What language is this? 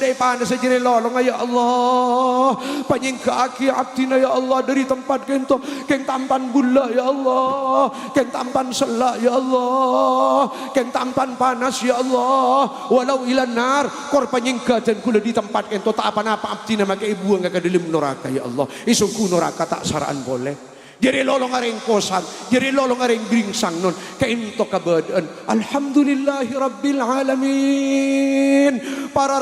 Madurese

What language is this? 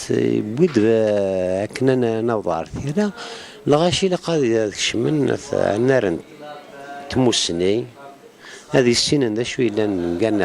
Kabyle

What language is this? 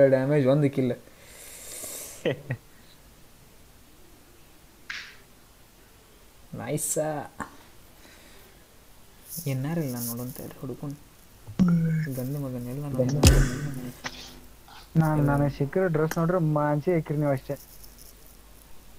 Kannada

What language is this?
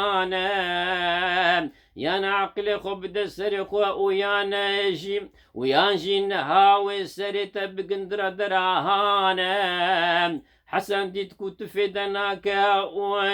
Kurdish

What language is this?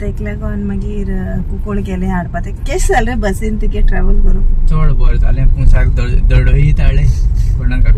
Konkani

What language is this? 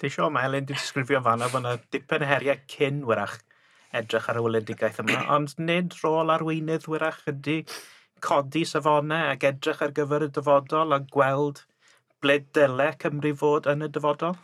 Welsh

